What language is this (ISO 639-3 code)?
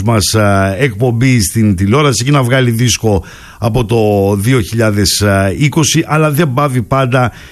ell